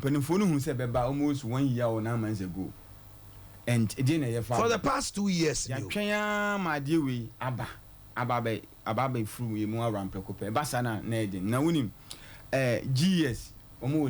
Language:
Akan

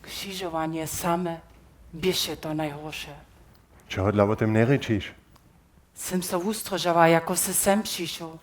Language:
Upper Sorbian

